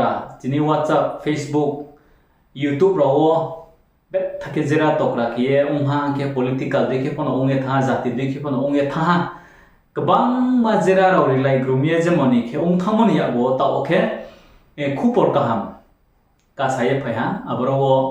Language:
Riang (India)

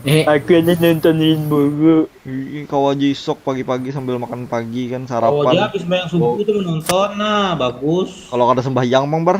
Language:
Banjar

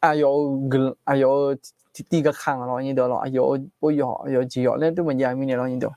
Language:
Akha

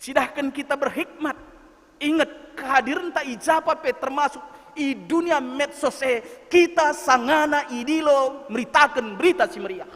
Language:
Batak Karo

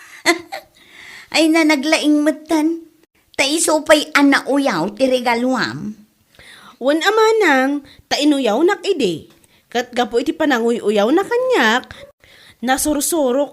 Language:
Iloko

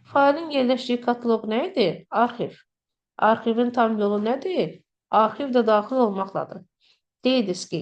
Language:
Azerbaijani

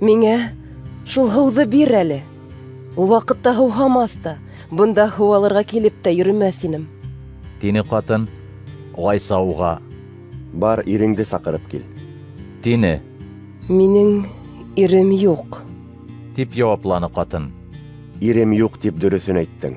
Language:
Bashkir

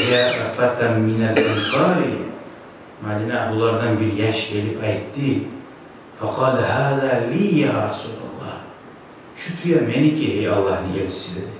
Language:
Kumyk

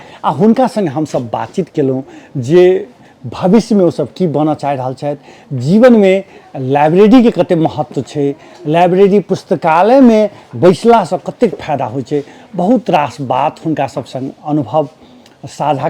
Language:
Maithili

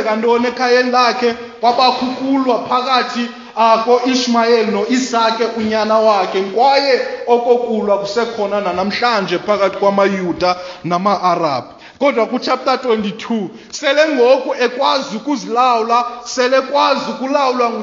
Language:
Xhosa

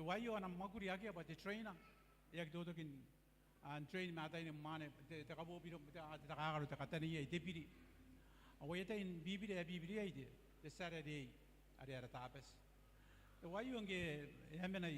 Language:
Gilbertese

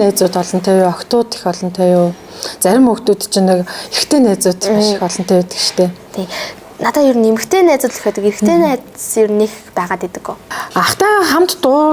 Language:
Mongolian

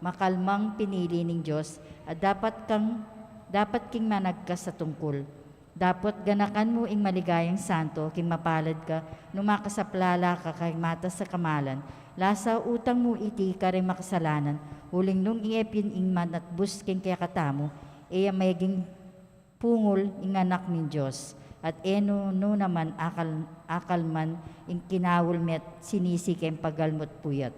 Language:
Pampanga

